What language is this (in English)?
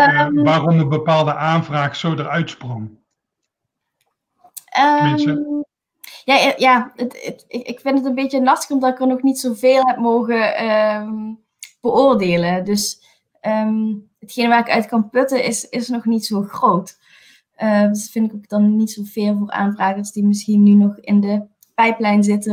Dutch